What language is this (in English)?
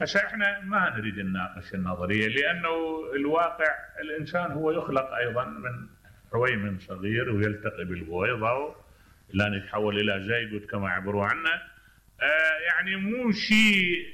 Mesopotamian Arabic